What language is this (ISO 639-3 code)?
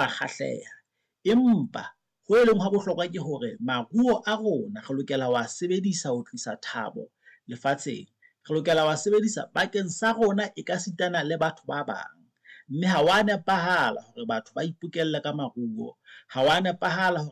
sot